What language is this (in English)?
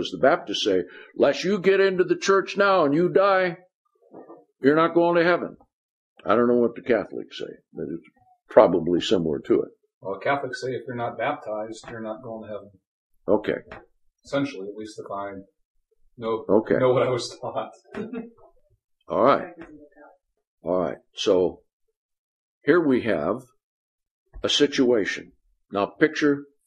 English